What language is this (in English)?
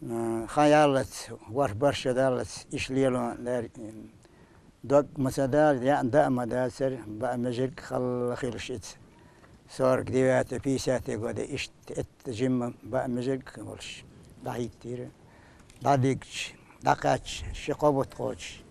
Chechen